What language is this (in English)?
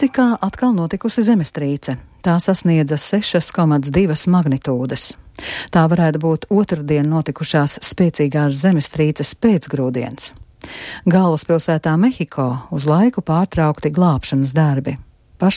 Latvian